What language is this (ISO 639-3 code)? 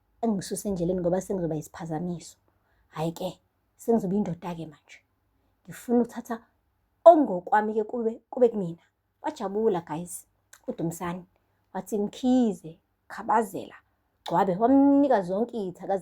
zul